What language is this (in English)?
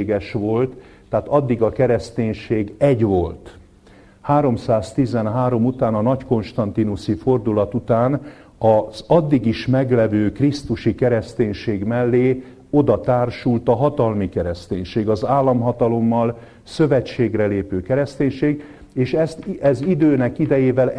Hungarian